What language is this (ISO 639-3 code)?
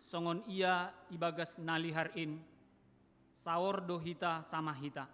bts